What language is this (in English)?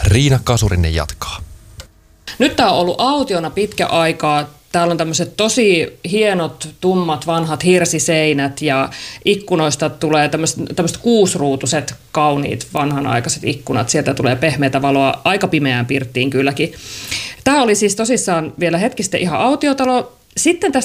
Finnish